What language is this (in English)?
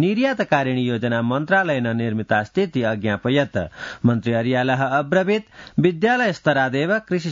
Sanskrit